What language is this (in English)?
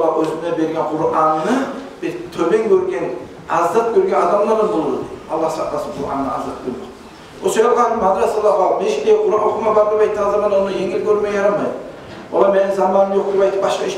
Kumyk